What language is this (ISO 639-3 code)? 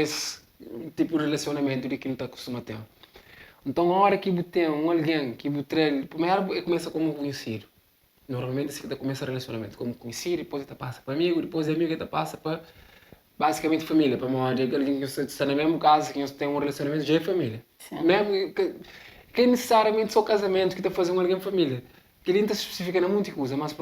kea